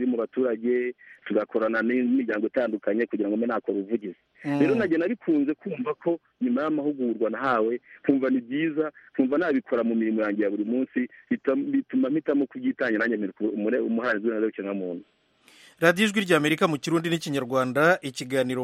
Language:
Kinyarwanda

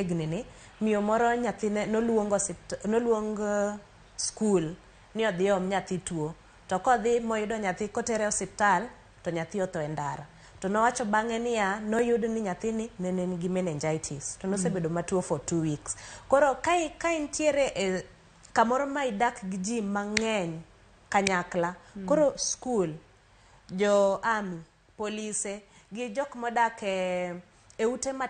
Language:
Luo (Kenya and Tanzania)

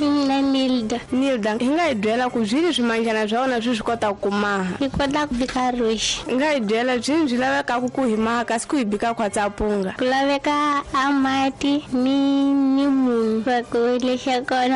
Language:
Tsonga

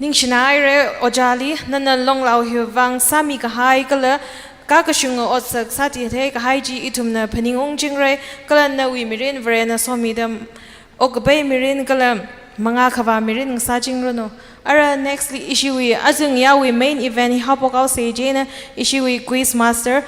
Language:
Tangkhul Naga (India)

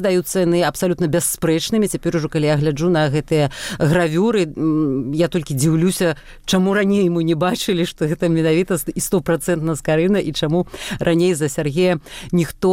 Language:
Belarusian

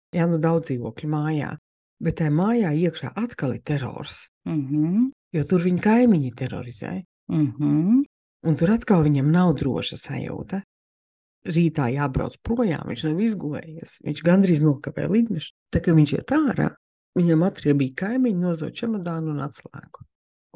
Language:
Latvian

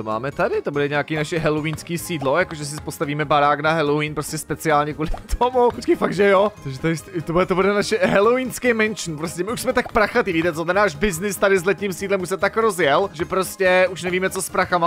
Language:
Czech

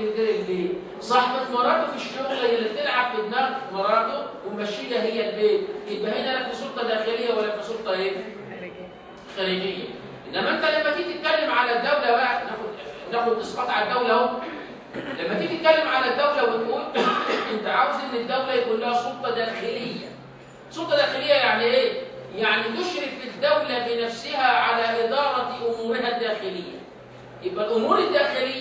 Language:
Egyptian Arabic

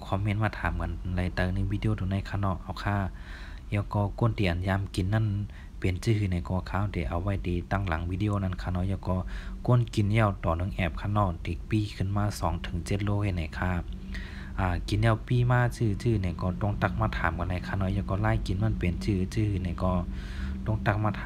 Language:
Shan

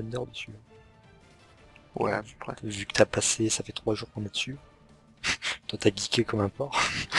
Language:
French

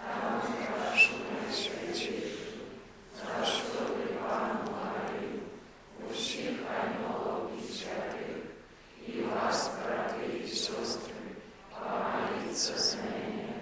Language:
Belarusian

